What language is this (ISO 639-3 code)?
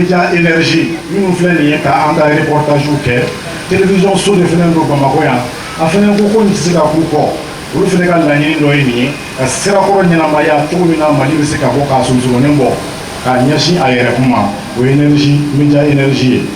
bam